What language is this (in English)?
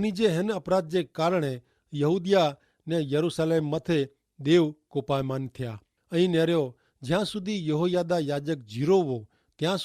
Kachhi